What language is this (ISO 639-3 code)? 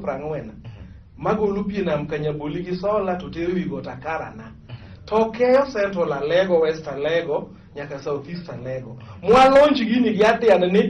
luo